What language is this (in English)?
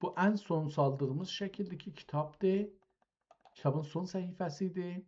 South Azerbaijani